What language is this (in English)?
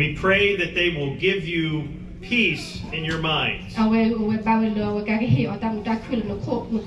S'gaw Karen